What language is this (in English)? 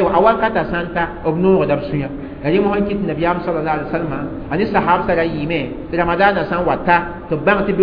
Mossi